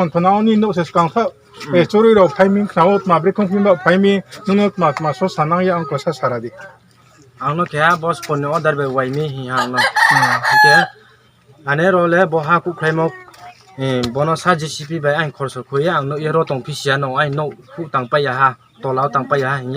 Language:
Riang (India)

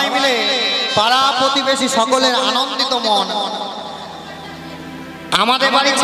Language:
Bangla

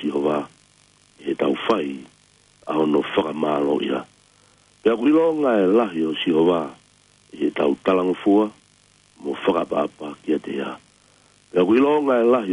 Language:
Tongan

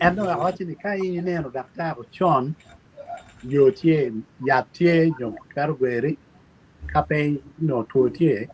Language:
Acoli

